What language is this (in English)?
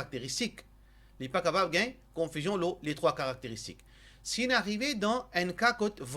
Morisyen